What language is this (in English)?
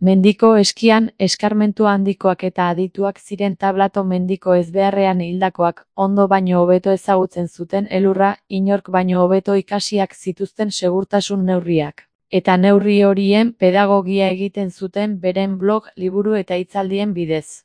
Basque